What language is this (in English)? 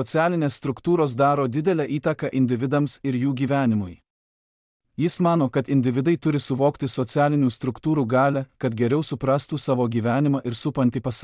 Lithuanian